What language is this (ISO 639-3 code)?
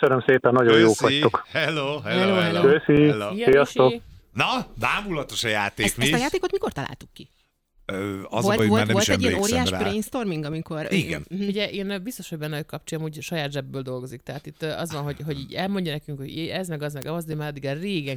hun